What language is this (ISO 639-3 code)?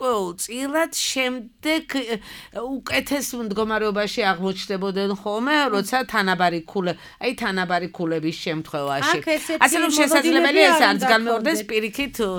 kat